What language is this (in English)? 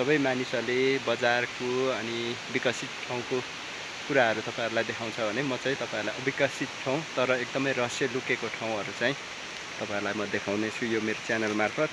Nepali